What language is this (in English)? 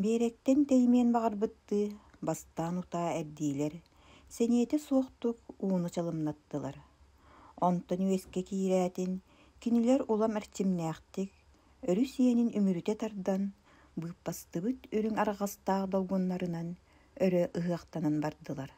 Yakut